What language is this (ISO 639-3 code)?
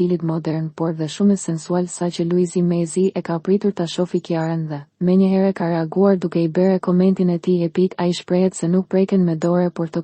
sqi